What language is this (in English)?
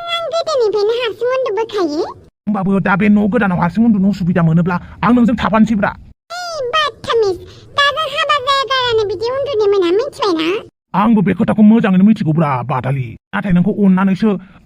Bodo